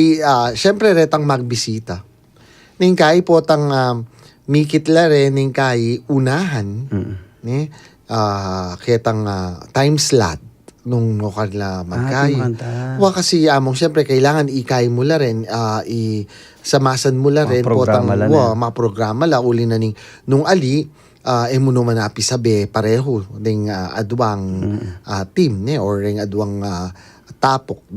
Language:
Pampanga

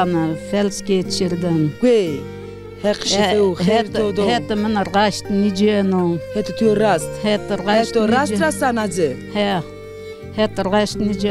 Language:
Zaza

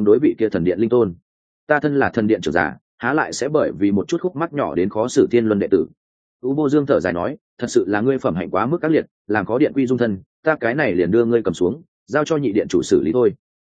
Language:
Vietnamese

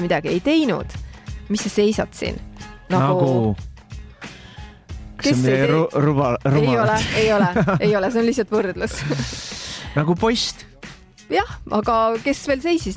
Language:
Estonian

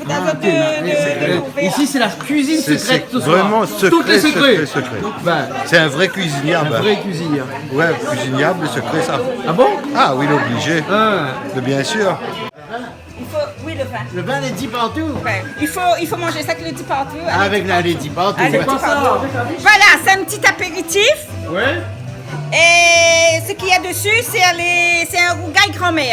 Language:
Réunion Creole French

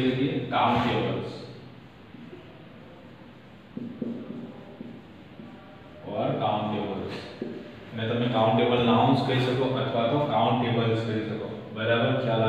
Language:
Gujarati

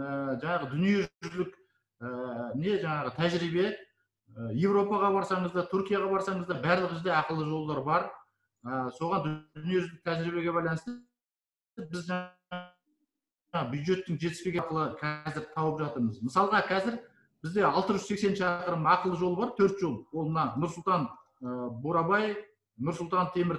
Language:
Kazakh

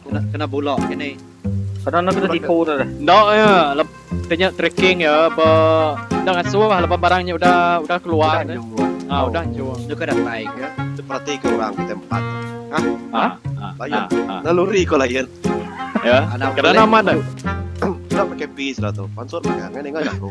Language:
Iban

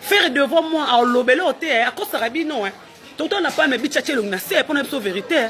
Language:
Lingala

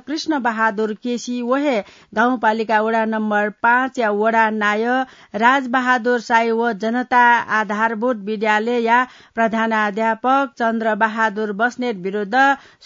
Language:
Newari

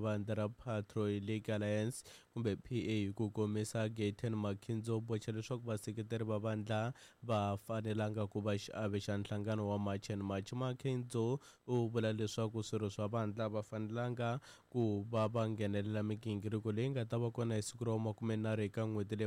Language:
Tsonga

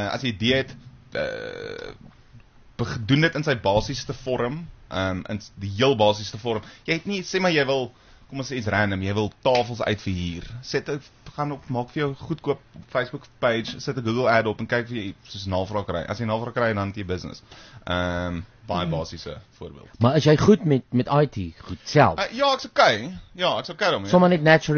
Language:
Afrikaans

